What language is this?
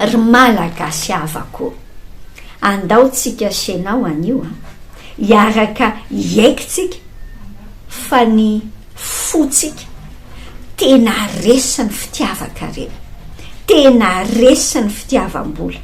Malagasy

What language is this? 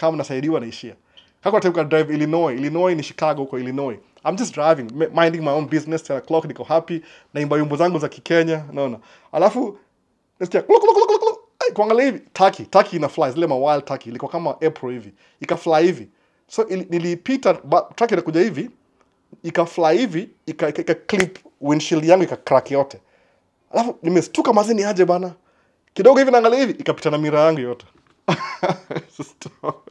Swahili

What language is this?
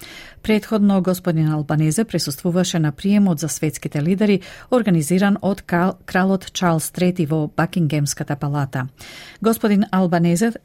Macedonian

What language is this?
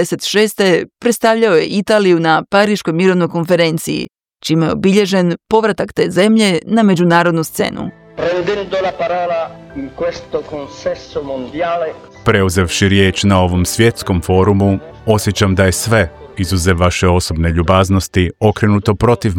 Croatian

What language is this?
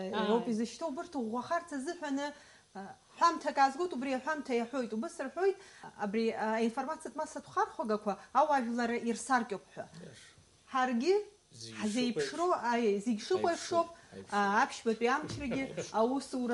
Abkhazian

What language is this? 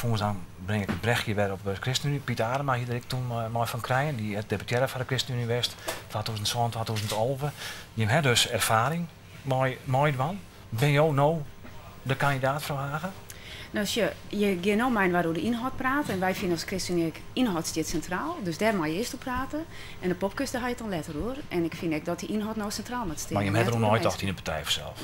Western Frisian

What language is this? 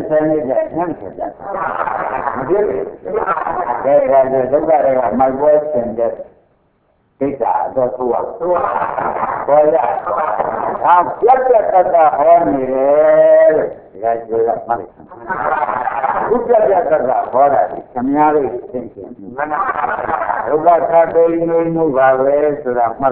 Burmese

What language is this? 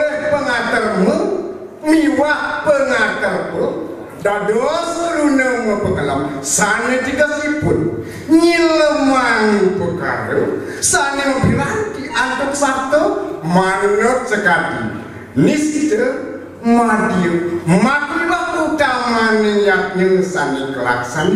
Balinese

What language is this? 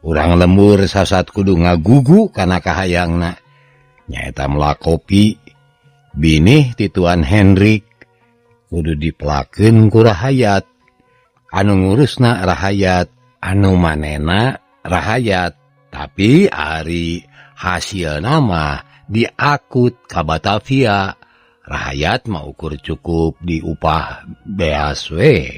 Sundanese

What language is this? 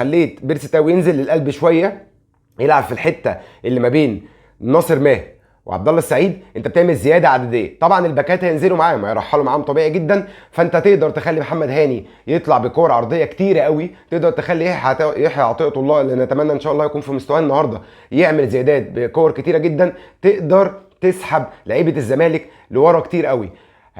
Egyptian Arabic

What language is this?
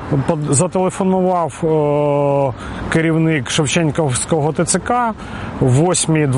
Ukrainian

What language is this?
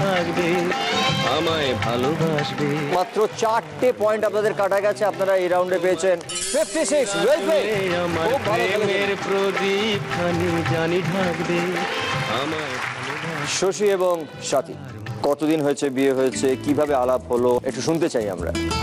Bangla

